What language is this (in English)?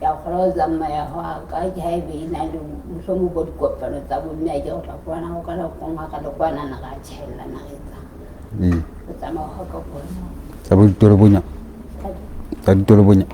Southern Sotho